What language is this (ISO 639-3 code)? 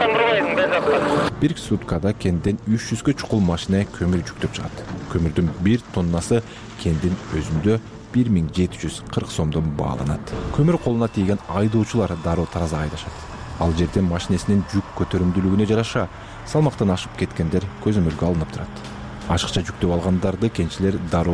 kir